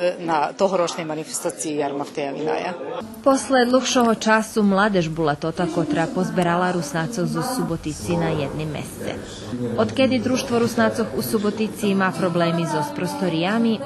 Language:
Rusyn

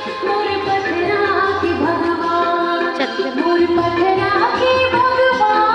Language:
Chhattisgarhi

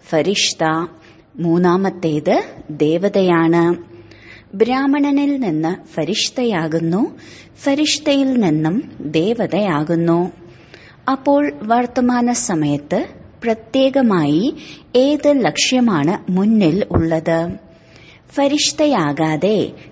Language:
Malayalam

